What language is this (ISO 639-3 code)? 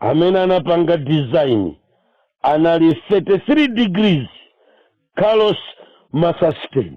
nya